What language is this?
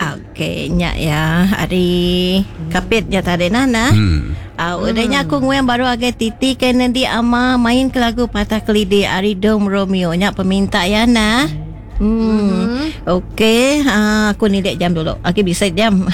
Iban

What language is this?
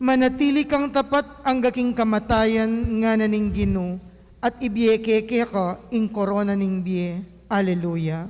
Pampanga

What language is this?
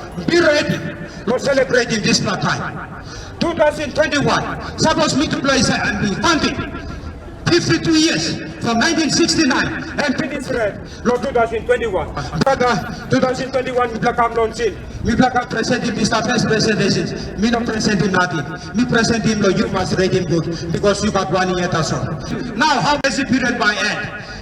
Tok Pisin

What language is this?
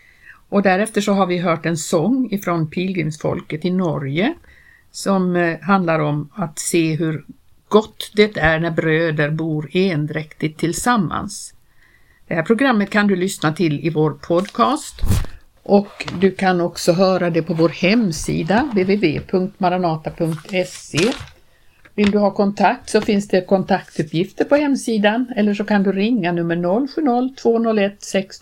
Swedish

